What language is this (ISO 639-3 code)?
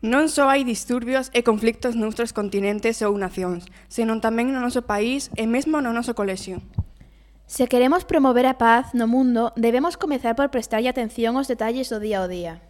glg